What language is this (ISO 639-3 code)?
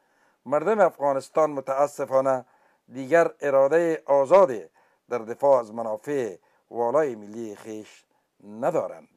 fas